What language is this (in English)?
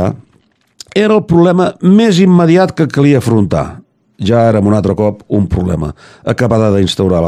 Catalan